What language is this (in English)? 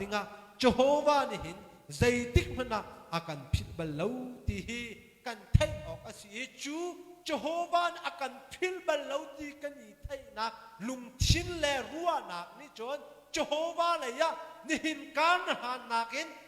Hakha Chin